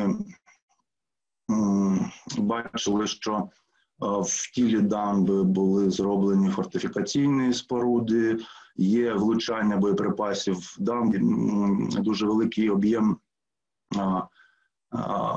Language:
Ukrainian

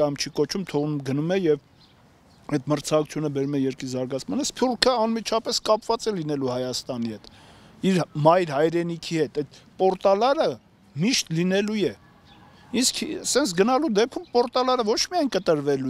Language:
Armenian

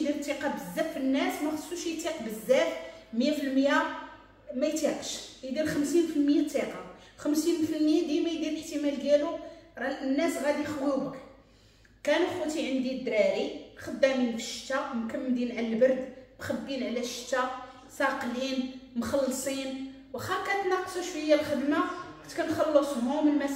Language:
Moroccan Arabic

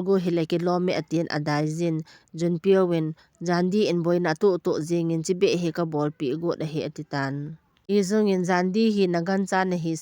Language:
Thado Chin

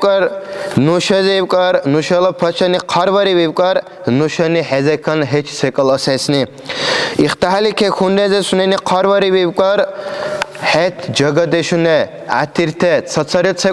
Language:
Dargwa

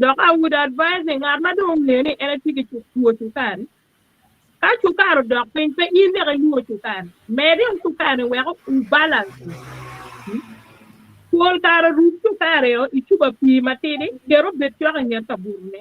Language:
Acoli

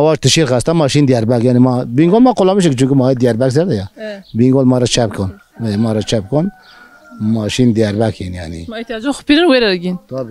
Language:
Zaza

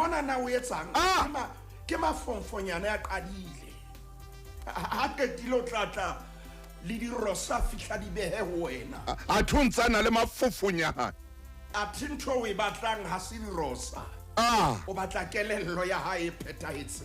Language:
Southern Sotho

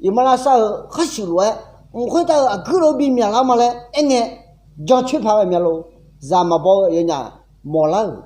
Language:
Akha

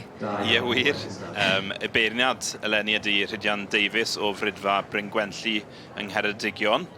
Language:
Welsh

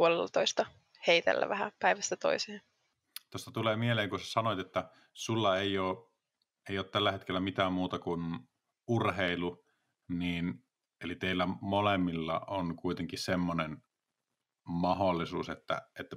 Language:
Finnish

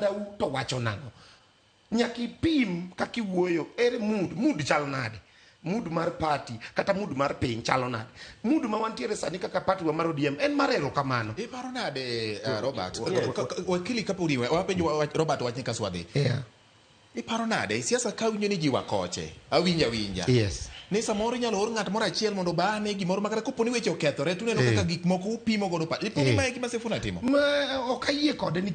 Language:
Luo (Kenya and Tanzania)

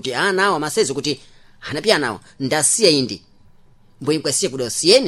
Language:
Sena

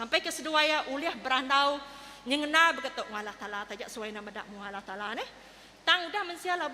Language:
Iban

